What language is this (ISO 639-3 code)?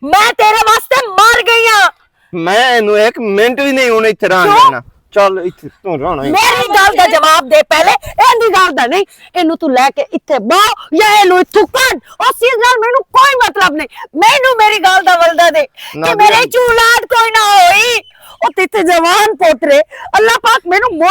lah